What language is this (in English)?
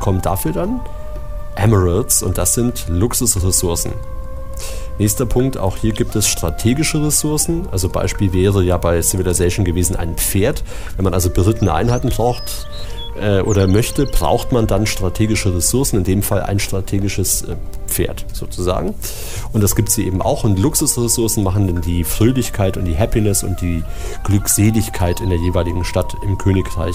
German